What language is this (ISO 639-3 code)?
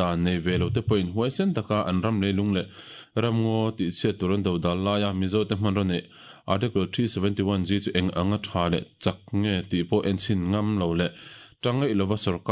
lus